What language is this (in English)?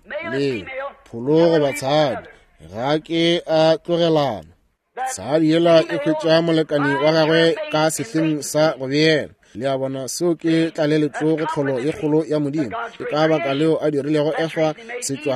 Northern Sotho